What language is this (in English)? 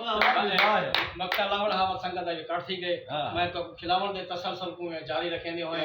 Saraiki